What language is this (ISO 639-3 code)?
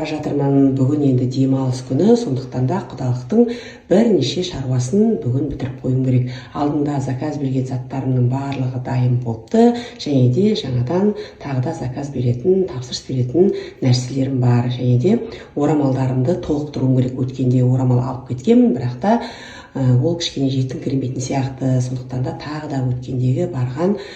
kaz